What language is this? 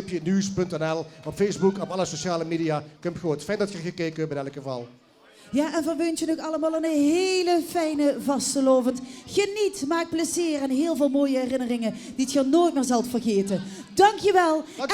Limburgish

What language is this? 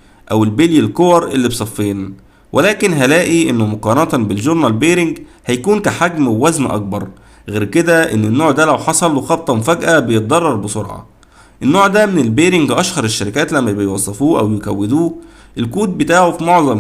Egyptian Arabic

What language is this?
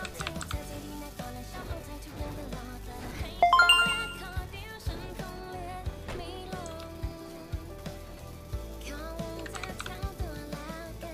Thai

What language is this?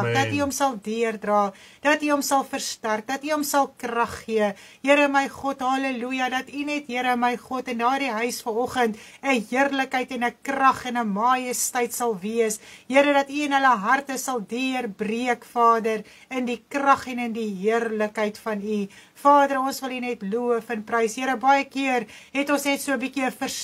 Afrikaans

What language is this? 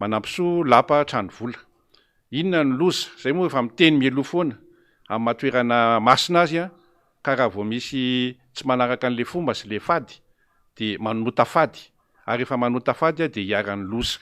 Malagasy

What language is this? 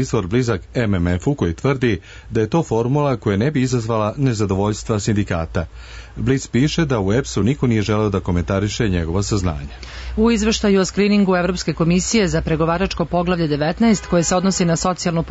Serbian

